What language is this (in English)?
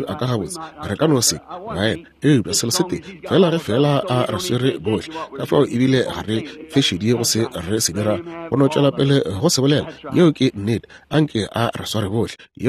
Northern Sotho